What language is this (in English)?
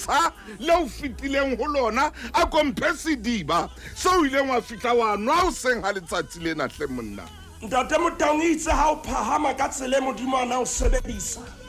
Southern Sotho